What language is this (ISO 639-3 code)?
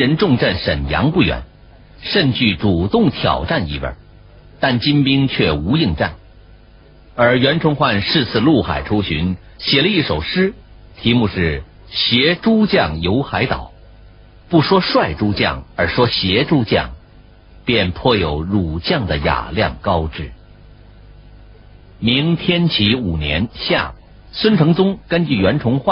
zho